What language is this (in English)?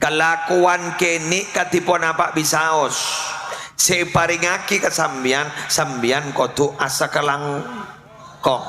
Madurese